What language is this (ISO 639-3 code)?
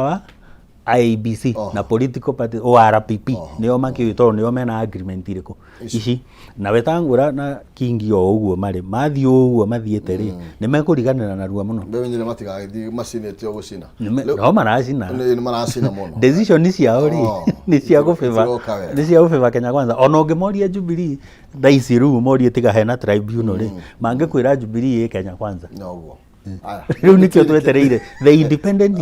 kik